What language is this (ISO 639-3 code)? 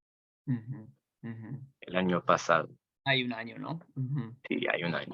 lad